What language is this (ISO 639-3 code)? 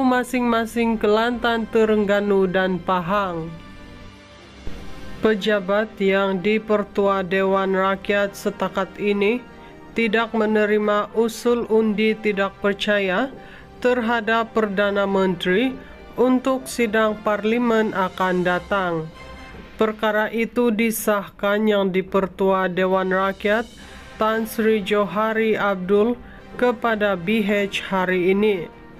msa